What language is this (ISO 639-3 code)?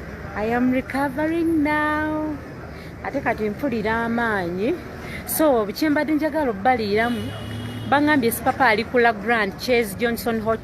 lug